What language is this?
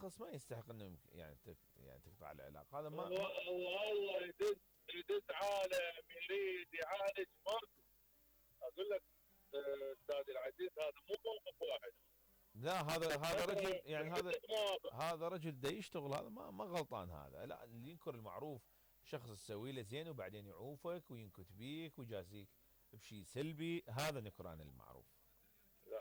Mesopotamian Arabic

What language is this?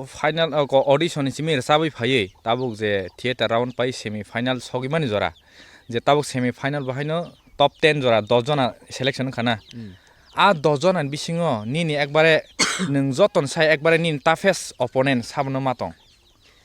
Kok Borok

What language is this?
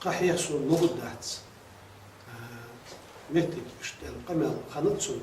Ingush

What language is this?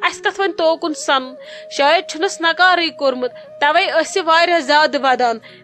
Kashmiri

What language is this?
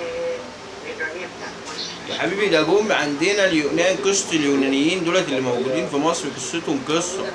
Egyptian Arabic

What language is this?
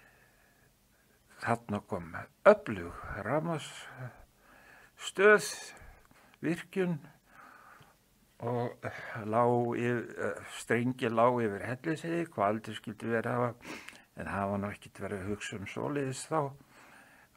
Icelandic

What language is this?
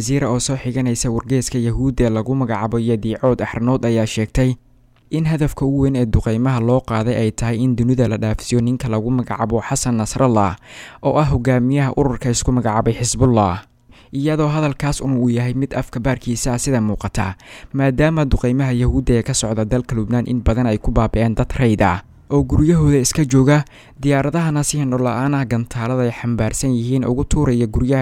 Somali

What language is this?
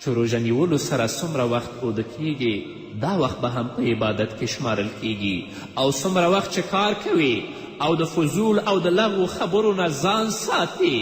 Pashto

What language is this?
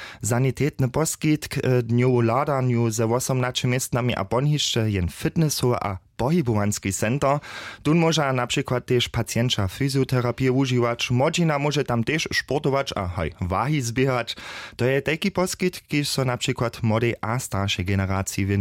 Upper Sorbian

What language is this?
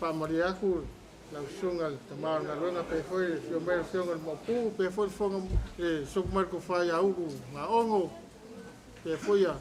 Samoan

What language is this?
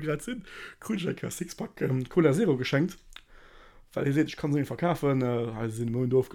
Luxembourgish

